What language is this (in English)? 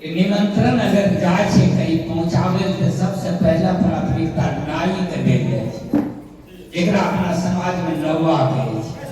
Angika